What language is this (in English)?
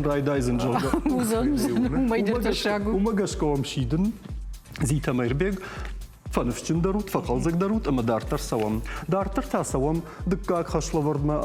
Ossetic